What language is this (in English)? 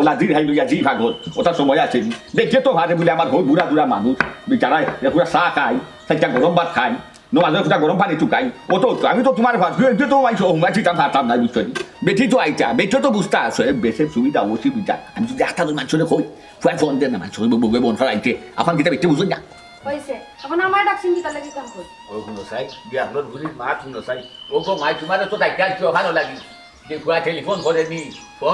Sylheti